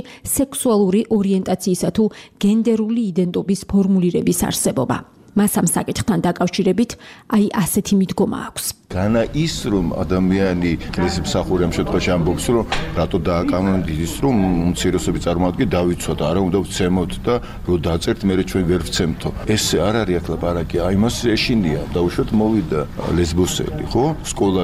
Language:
Georgian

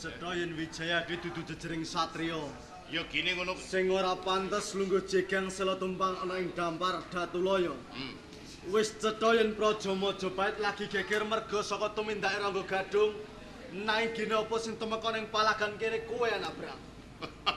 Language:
Javanese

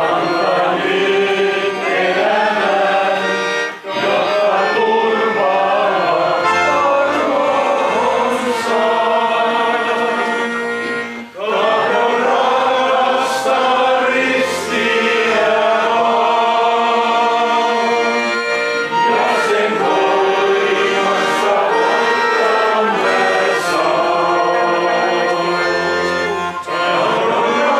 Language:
Finnish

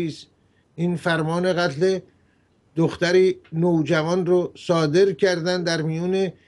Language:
Persian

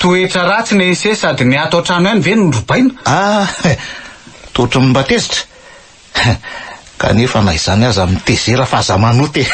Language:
Malagasy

